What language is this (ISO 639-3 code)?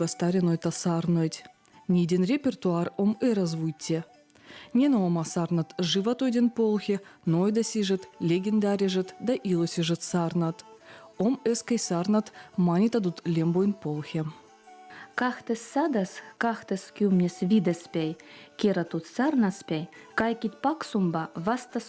vep